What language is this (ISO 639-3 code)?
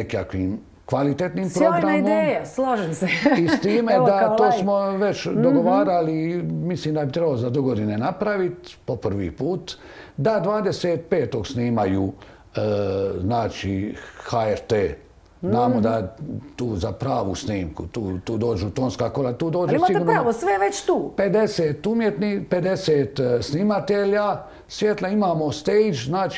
hrv